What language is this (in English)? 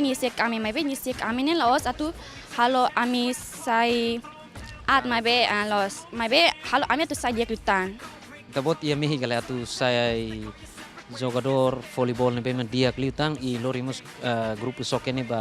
Tetum